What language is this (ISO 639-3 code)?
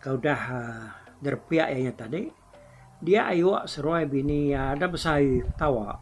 iba